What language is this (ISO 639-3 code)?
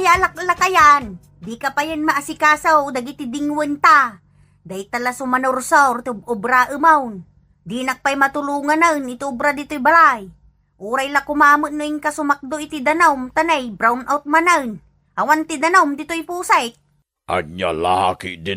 ilo